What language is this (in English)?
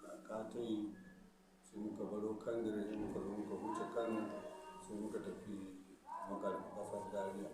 Hausa